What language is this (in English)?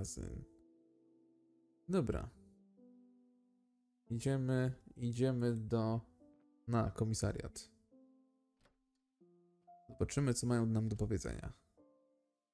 Polish